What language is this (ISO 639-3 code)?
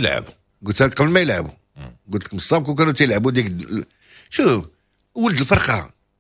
ary